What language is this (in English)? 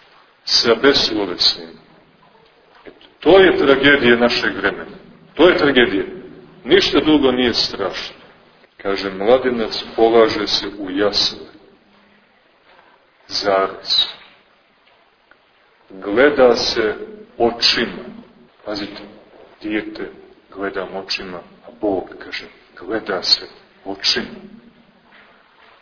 Serbian